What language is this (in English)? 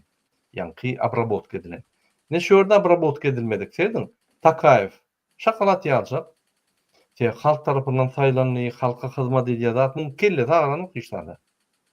Turkmen